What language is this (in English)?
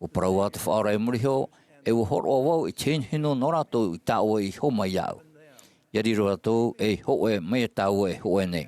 Tahitian